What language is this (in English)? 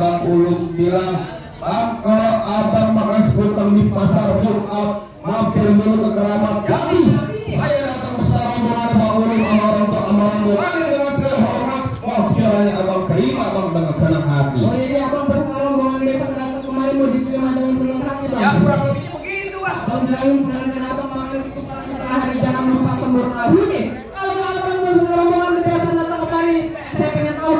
Betawi